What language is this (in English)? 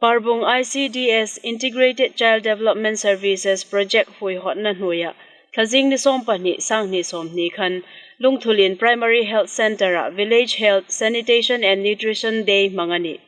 Hmar